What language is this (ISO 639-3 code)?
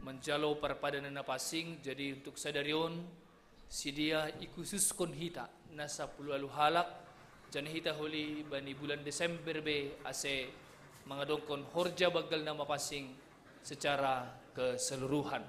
bts